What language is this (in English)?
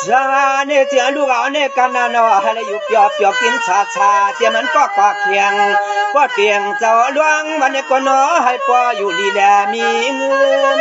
Shan